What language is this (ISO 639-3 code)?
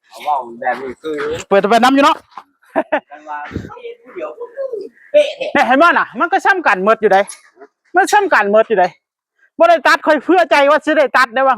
tts